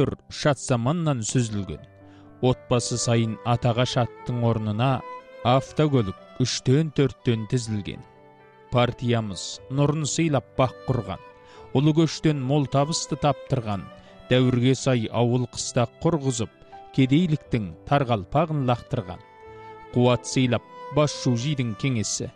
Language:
Kazakh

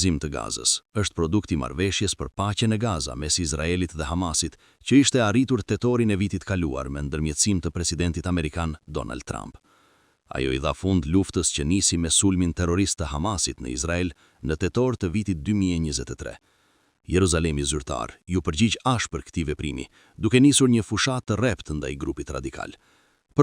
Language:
Albanian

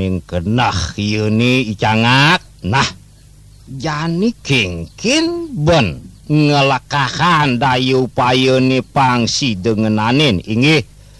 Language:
Balinese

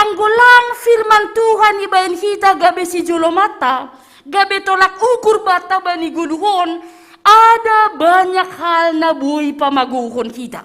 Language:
Batak Simalungun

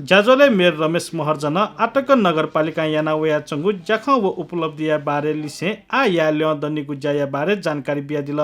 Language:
Newari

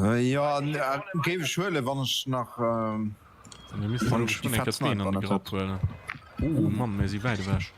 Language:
Luxembourgish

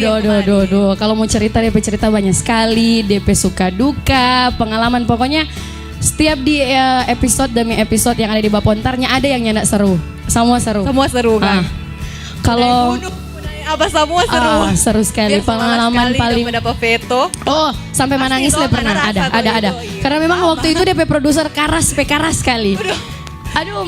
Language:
Manado Malay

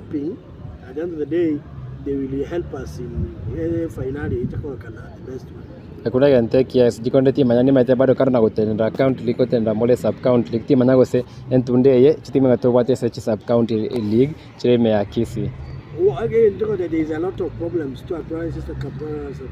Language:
Gusii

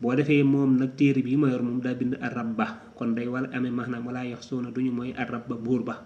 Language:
Wolof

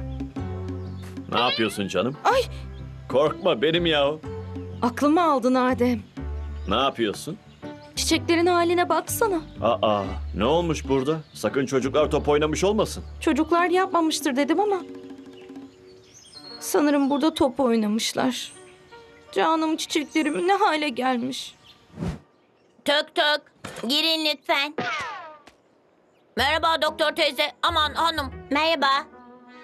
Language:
Turkish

